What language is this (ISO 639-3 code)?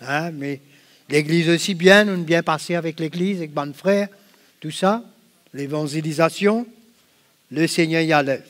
mfe